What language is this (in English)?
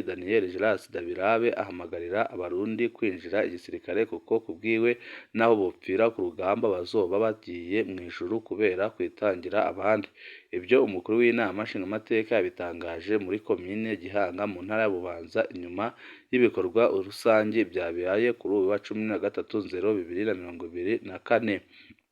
Rundi